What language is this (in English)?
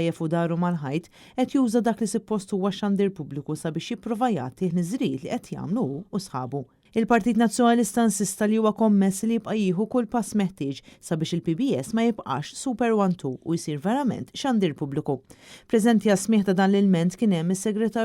Maltese